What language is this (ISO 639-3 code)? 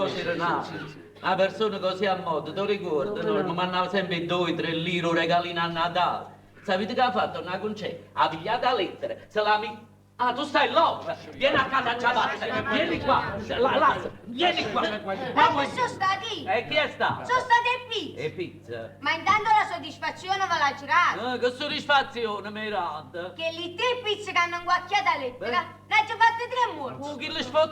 nap